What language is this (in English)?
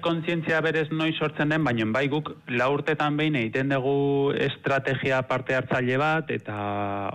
Basque